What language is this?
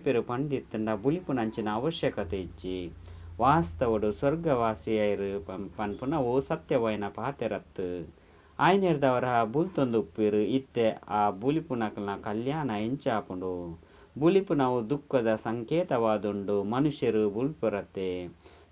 Tulu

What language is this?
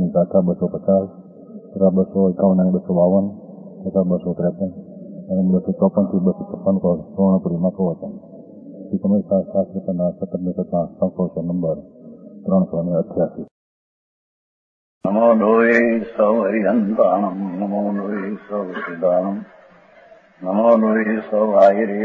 Gujarati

